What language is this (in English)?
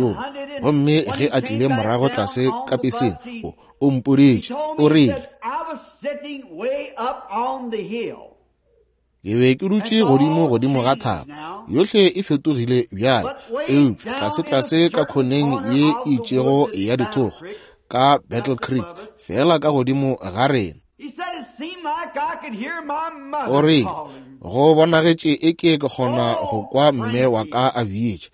Northern Sotho